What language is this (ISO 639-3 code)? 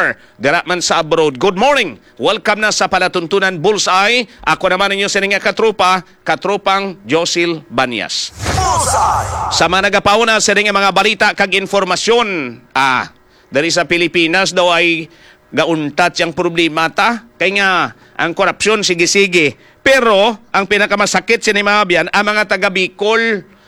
hil